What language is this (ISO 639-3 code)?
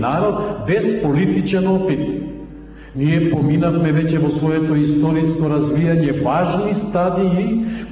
mkd